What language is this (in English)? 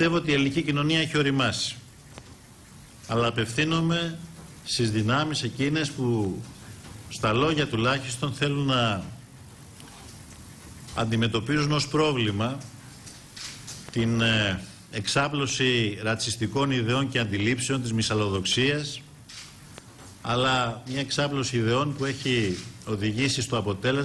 Greek